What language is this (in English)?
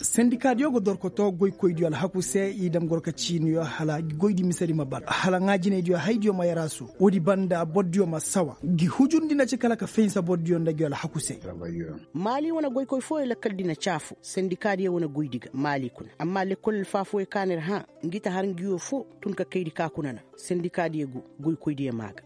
Koyraboro Senni